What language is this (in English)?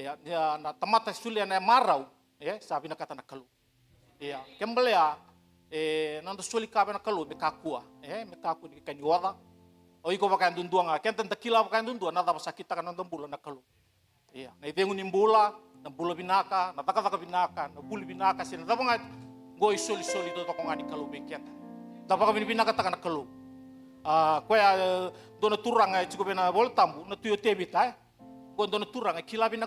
Fijian